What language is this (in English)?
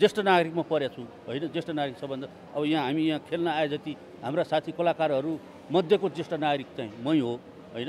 Nepali